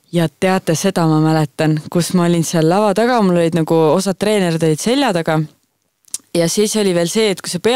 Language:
Estonian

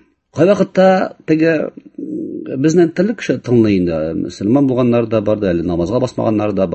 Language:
Tatar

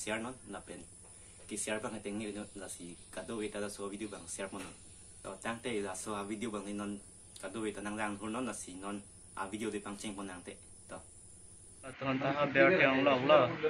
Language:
Karbi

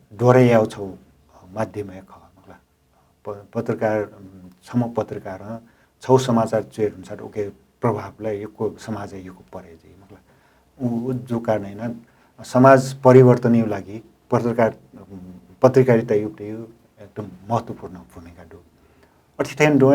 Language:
Newari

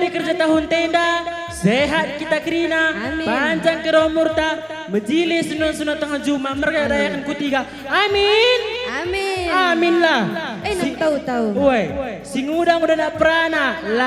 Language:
Batak Karo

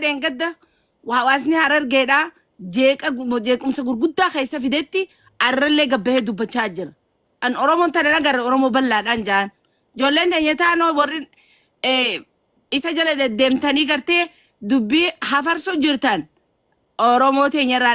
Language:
Oromo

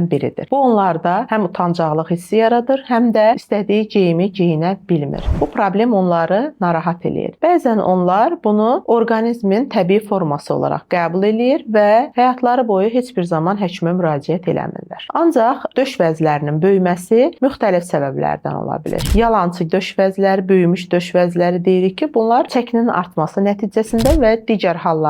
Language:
Azerbaijani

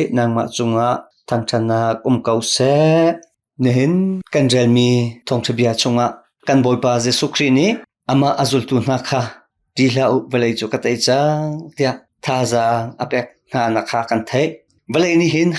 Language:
Hakha Chin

